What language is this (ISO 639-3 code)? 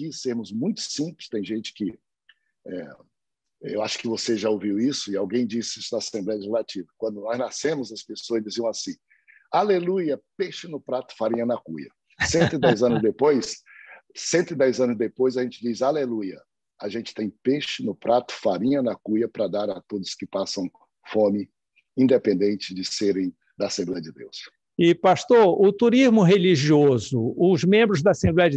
por